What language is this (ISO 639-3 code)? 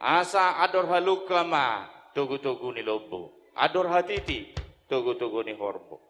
bbc